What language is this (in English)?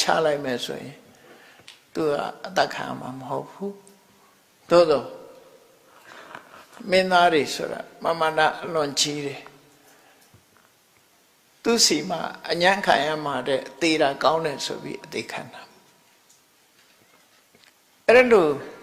Burmese